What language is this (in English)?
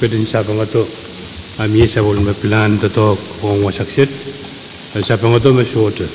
Pohnpeian